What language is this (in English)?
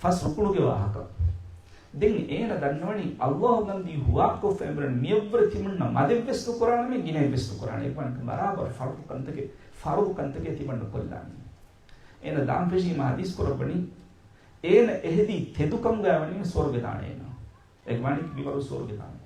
Divehi